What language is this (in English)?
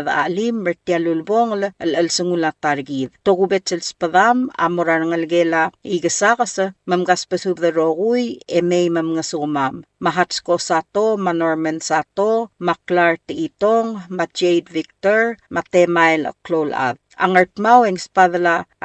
Palauan